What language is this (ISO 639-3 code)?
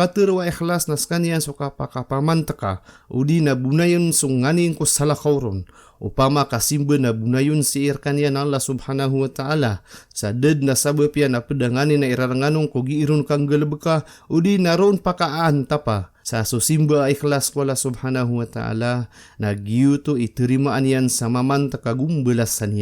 mrw